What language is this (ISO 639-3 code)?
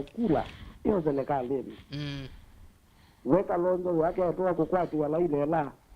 kam